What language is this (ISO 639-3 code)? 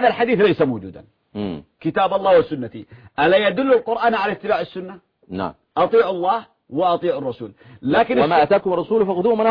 ara